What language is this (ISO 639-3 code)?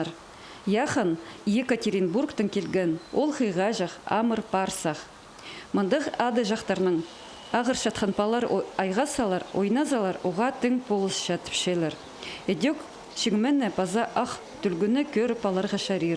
kjh